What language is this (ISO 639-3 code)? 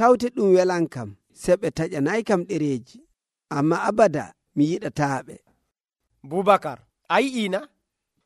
fuv